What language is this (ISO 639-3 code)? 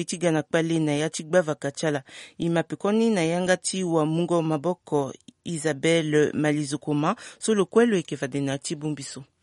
sag